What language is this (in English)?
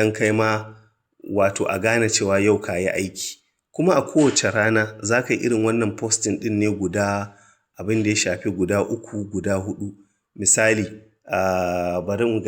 Hausa